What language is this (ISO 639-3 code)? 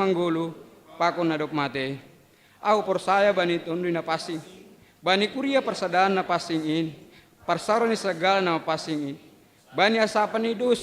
bts